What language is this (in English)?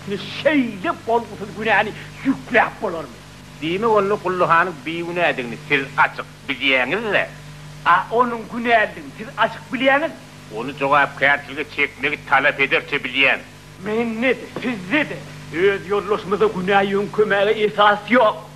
Turkmen